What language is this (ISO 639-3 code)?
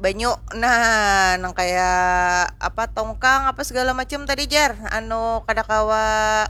bjn